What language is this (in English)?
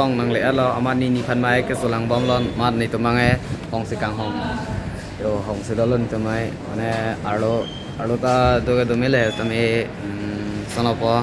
Karbi